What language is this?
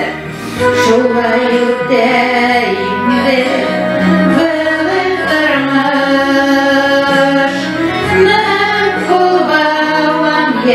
Bashkir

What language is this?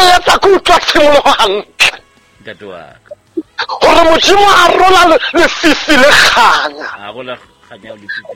Southern Sotho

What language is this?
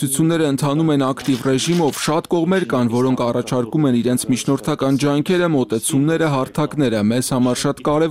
Armenian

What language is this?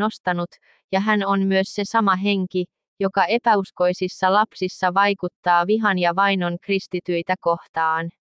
Finnish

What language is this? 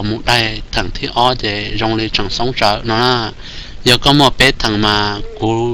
Hmong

